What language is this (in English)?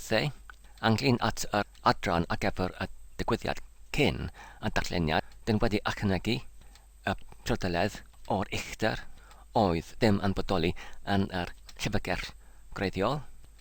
Welsh